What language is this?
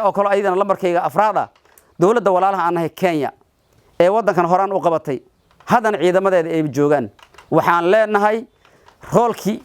Somali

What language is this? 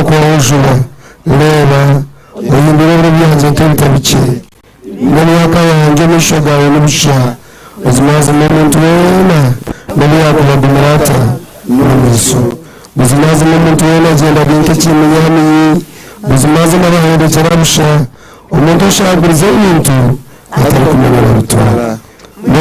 Nyankole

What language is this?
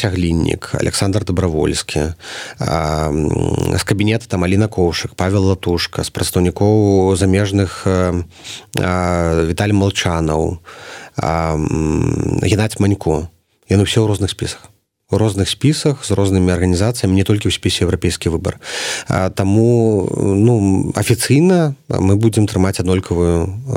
Belarusian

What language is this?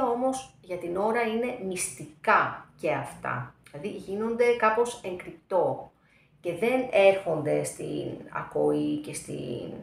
Greek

